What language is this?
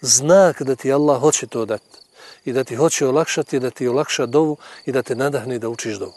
Bosnian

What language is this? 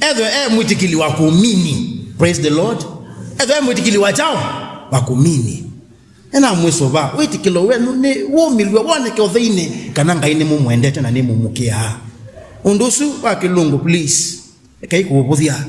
Kamba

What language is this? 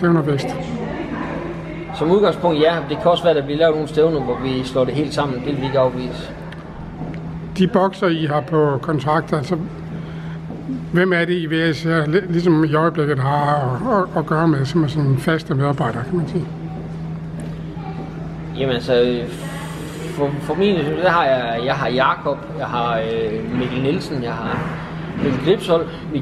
Danish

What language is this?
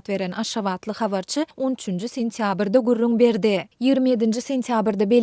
Turkmen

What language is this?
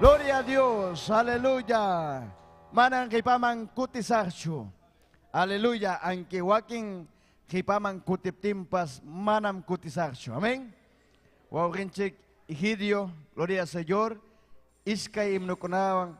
Ayacucho Quechua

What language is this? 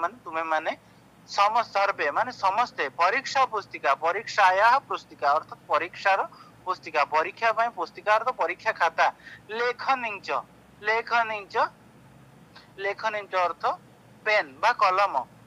Odia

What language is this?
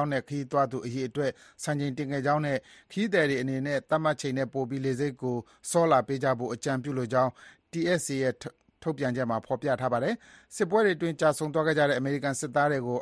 Burmese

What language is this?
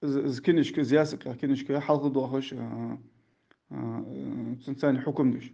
Ingush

